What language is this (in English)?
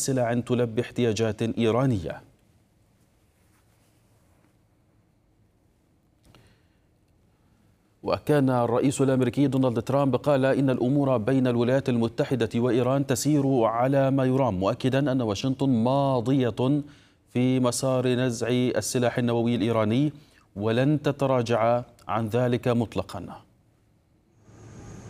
Arabic